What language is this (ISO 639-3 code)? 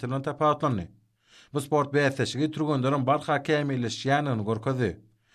tuk